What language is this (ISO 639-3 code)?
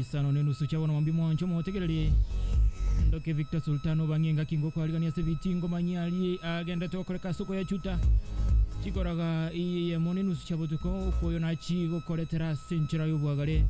guz